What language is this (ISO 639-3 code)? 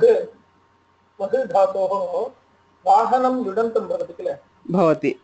san